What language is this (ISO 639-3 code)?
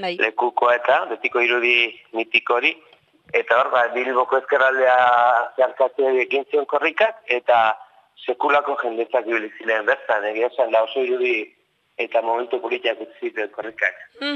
eus